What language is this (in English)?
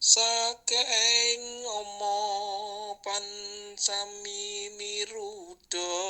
Javanese